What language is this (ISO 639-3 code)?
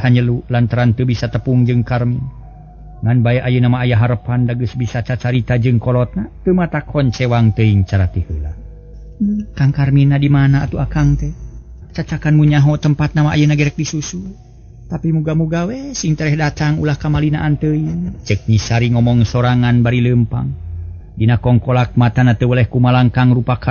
sun